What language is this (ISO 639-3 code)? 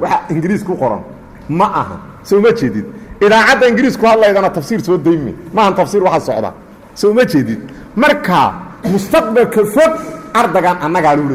som